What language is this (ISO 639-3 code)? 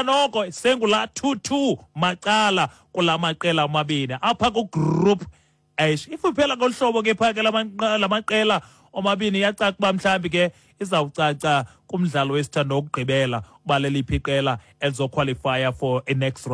xho